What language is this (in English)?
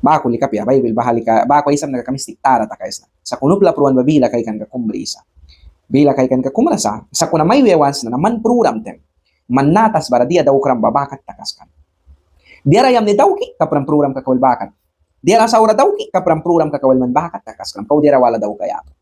Mískito